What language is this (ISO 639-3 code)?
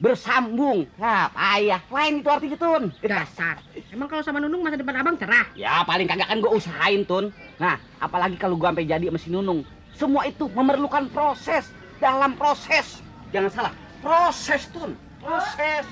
bew